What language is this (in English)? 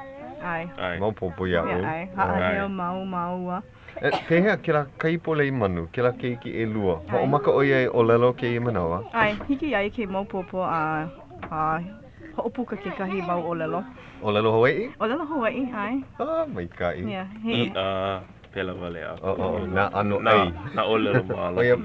Hawaiian